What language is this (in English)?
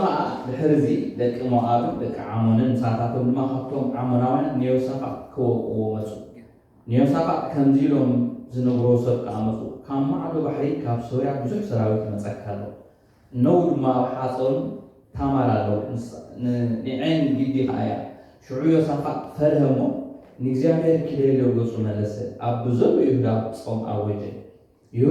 Tigrinya